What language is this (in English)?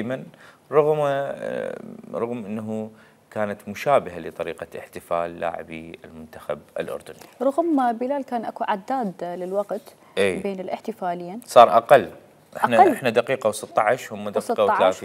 Mesopotamian Arabic